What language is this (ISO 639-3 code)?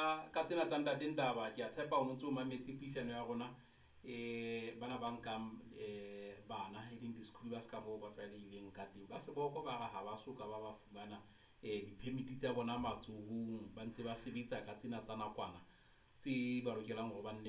sot